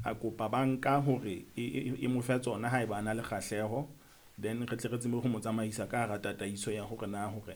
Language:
Southern Sotho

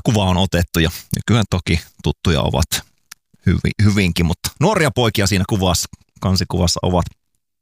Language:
Finnish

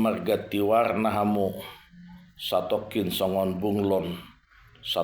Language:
Batak Toba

